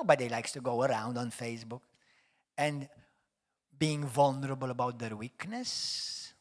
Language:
English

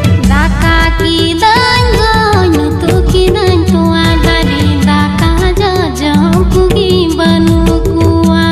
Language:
Santali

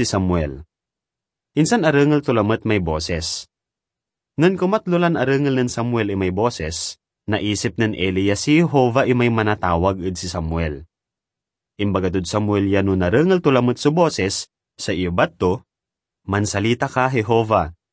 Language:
Pangasinan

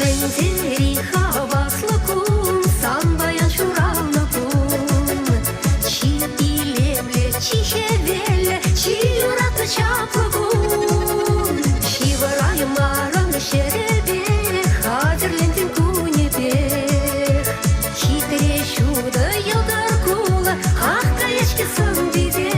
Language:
Chuvash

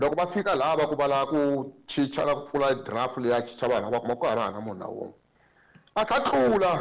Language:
Tsonga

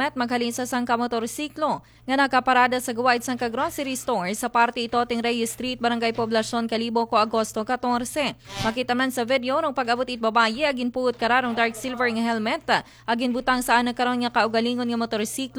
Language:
Aklanon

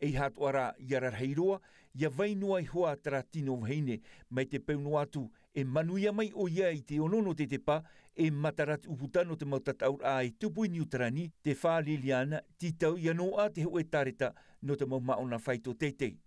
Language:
Tahitian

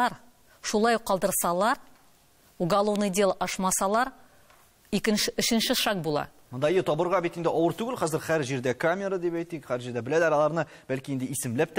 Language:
Tatar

